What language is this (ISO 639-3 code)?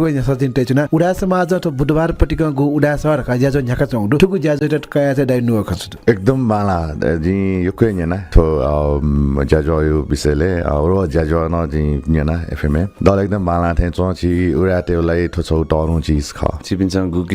new